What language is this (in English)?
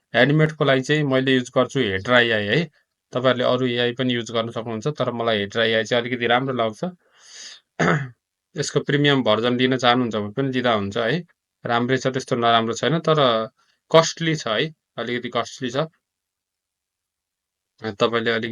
Nepali